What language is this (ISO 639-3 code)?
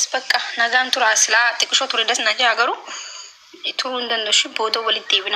orm